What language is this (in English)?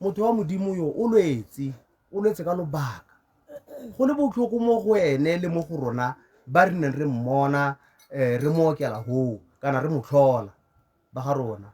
Tswana